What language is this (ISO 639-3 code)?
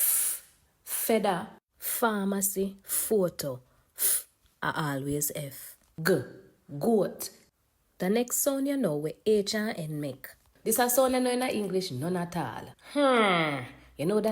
jam